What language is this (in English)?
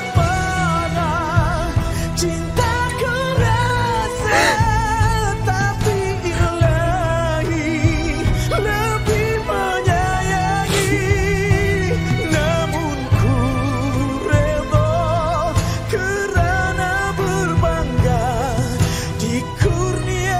Malay